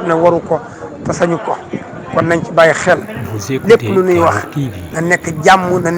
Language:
Wolof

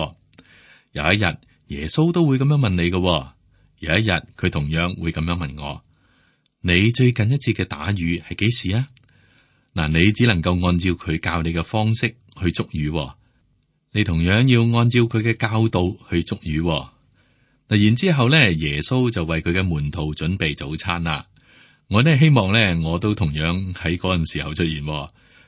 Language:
Cantonese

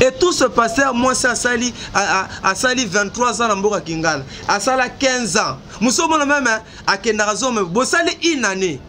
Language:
Lingala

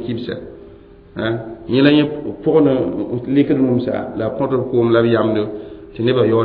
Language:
Mossi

